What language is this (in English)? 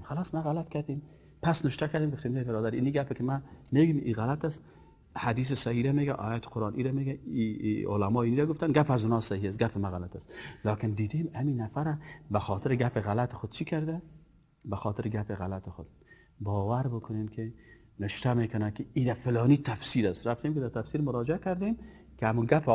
Persian